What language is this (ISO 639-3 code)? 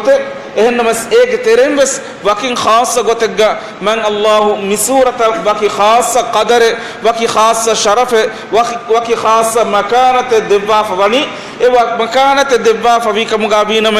div